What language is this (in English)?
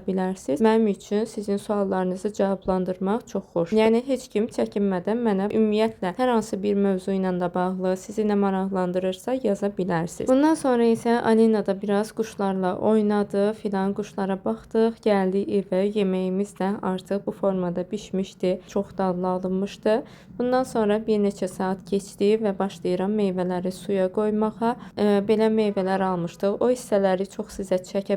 Azerbaijani